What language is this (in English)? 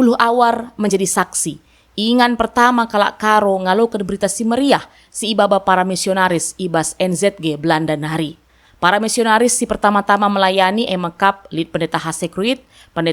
Batak Karo